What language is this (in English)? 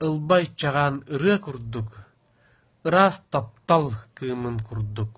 Yakut